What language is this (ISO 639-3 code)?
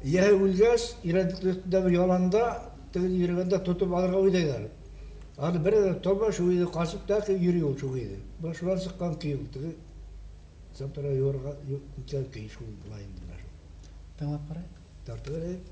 bak